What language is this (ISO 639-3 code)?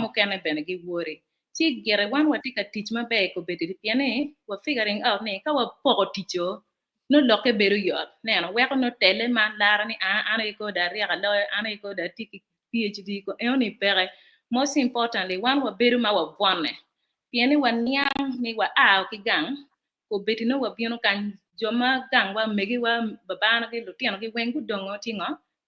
ach